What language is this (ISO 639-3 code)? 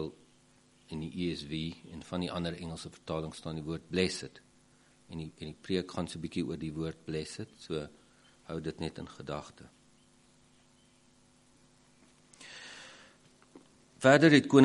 afr